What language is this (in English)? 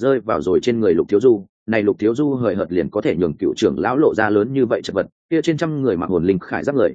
Vietnamese